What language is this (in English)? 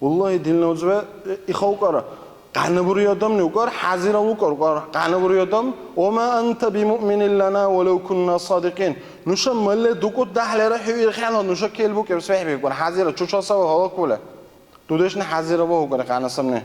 Dargwa